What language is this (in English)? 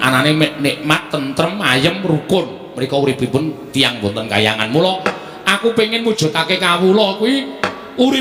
Javanese